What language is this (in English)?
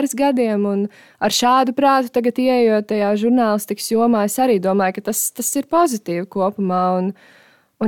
Latvian